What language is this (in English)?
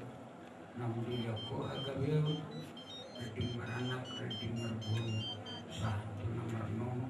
Batak Toba